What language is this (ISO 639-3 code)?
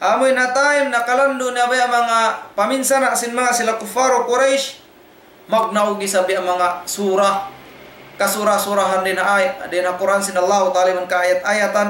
tsg